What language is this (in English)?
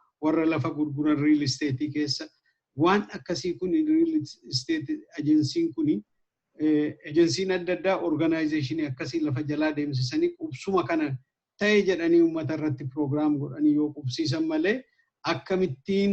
Oromo